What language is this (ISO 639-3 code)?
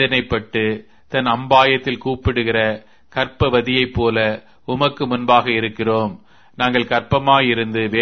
tam